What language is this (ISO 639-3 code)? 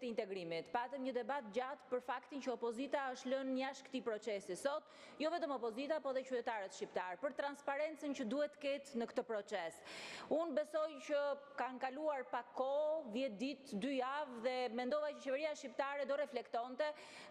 sqi